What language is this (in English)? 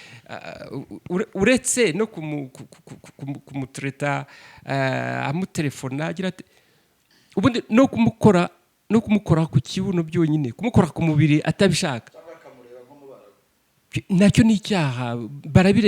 Kinyarwanda